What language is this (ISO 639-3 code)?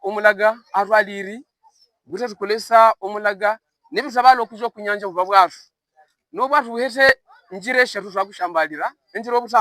hav